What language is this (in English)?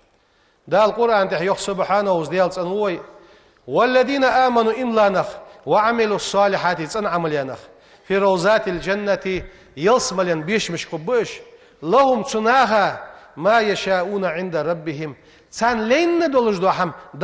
Ingush